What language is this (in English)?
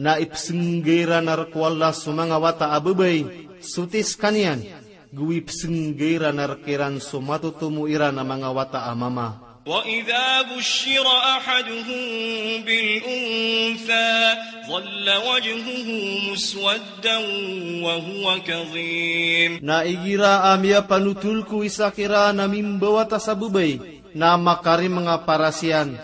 Maranao